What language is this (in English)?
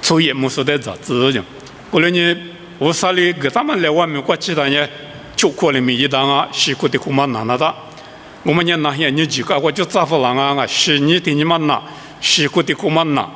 Lisu